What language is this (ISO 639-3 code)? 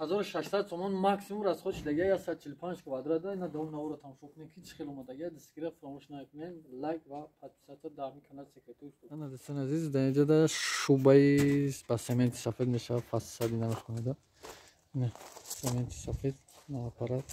tgk